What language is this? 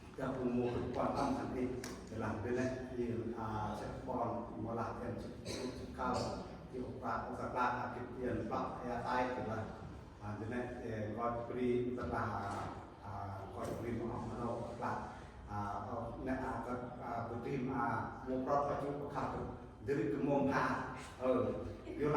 Central Mnong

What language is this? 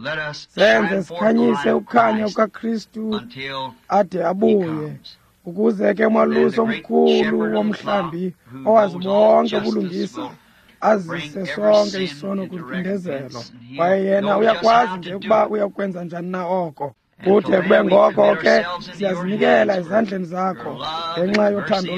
Xhosa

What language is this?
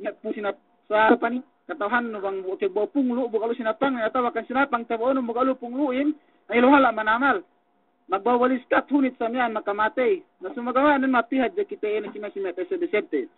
Yakan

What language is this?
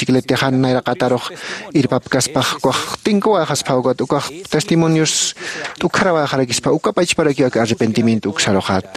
Aymara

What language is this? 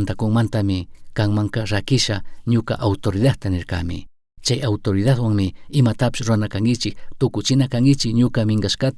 Chimborazo Highland Quichua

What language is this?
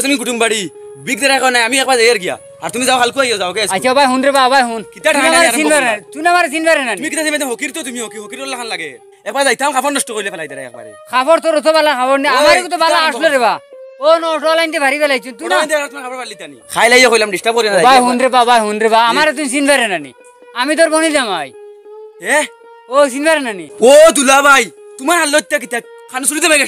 Sylheti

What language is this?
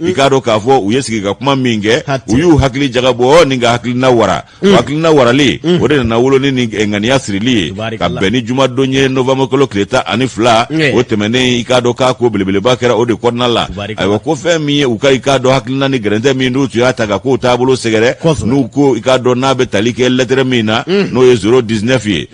Bambara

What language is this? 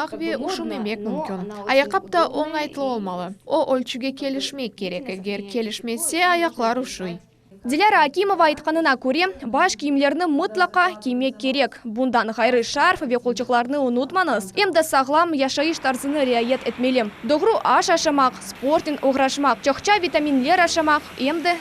Crimean Tatar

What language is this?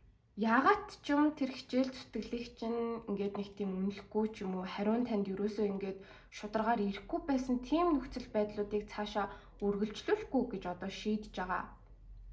Mongolian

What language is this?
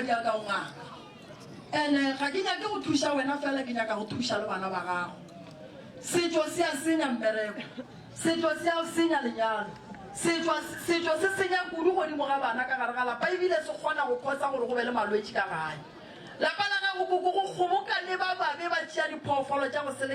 Northern Sotho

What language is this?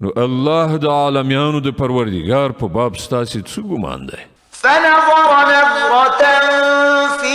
Pashto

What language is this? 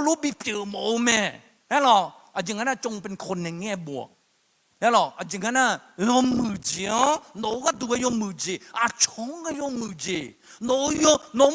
Akha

